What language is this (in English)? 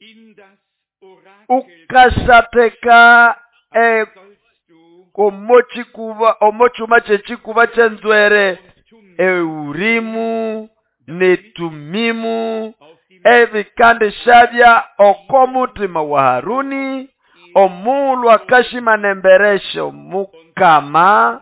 Nande